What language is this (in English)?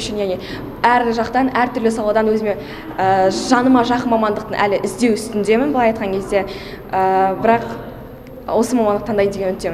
Kazakh